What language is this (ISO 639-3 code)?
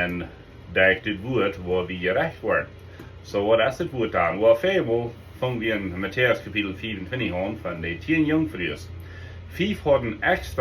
pdt